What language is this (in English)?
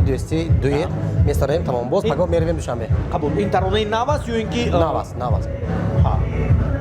Tajik